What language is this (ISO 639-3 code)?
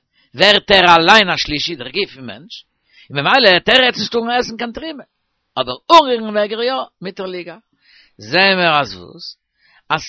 yid